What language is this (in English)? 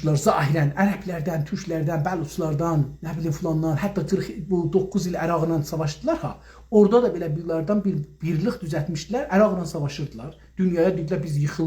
South Azerbaijani